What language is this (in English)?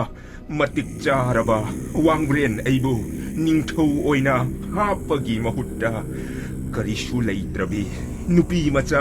Manipuri